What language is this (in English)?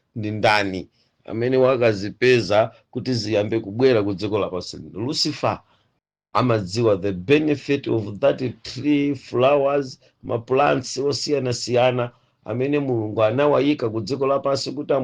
Nyanja